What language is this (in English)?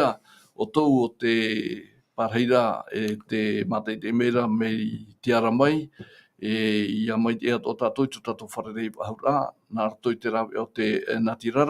Tahitian